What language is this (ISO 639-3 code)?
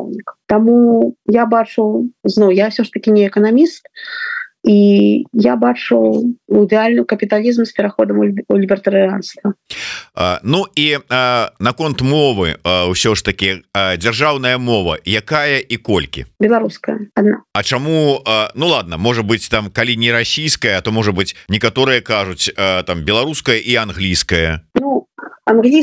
bel